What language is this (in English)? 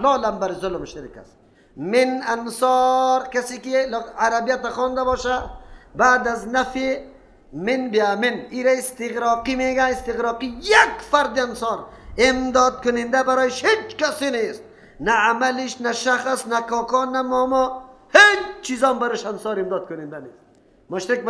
Persian